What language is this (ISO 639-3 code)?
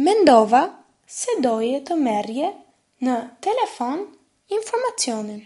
sqi